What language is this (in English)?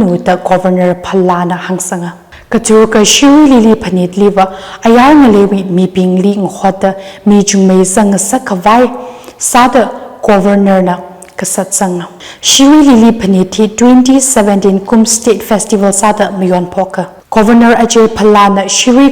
Tangkhul Naga (India)